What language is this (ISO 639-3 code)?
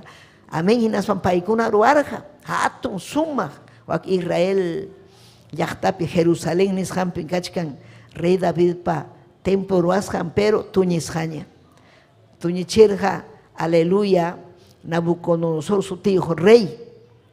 quy